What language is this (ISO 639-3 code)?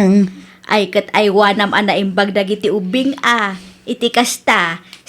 ilo